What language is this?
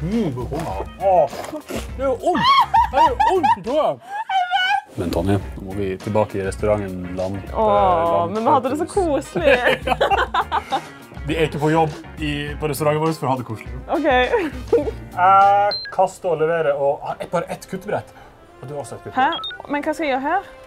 Norwegian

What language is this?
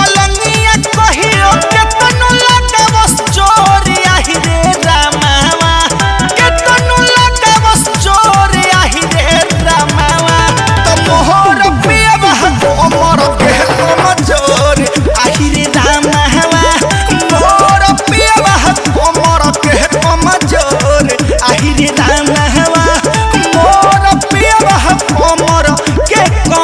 Bhojpuri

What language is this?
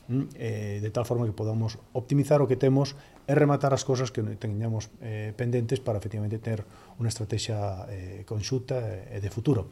Galician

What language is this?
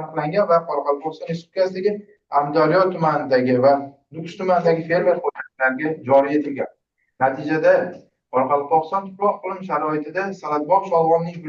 Uzbek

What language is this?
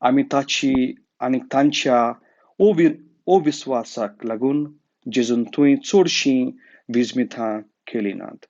Konkani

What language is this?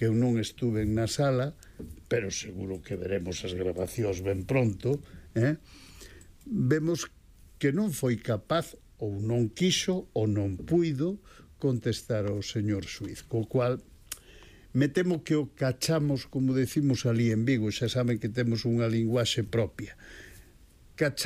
Galician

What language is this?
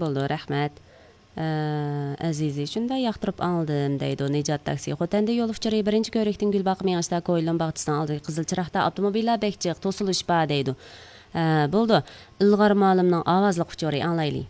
Uyghur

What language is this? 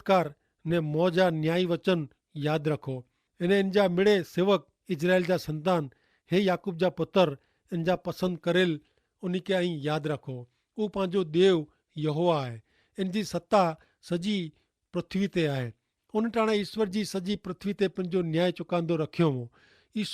Kachhi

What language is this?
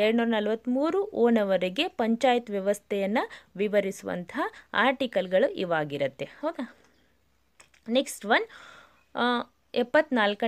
Kannada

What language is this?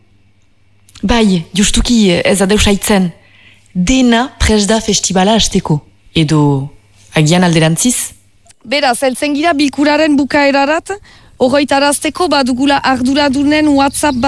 Basque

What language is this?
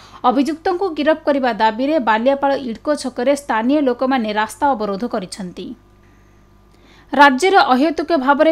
Odia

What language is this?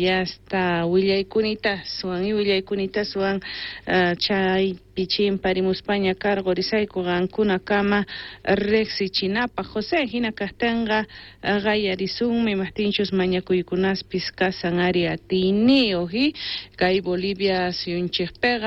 South Bolivian Quechua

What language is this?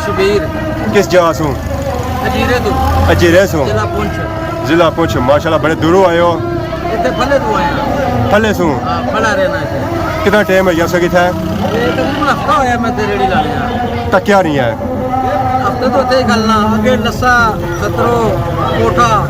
Pahari-Potwari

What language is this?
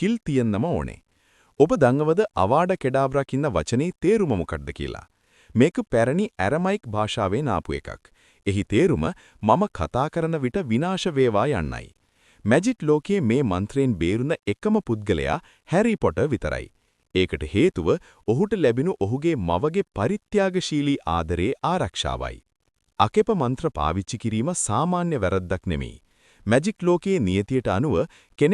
Sinhala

